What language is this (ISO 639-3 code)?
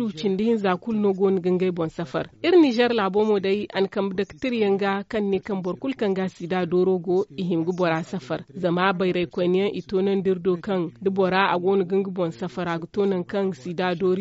dje